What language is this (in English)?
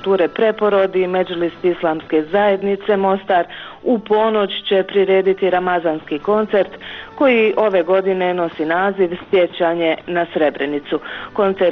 Bosnian